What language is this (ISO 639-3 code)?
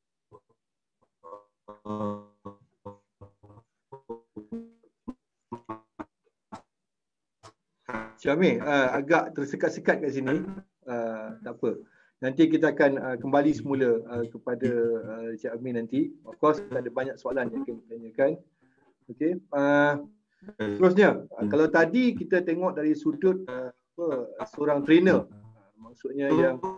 msa